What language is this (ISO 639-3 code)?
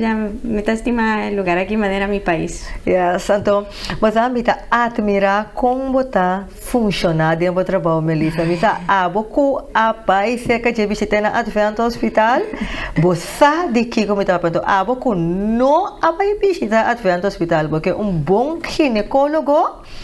pap